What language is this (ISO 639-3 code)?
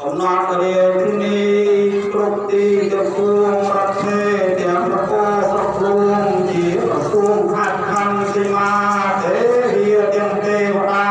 khm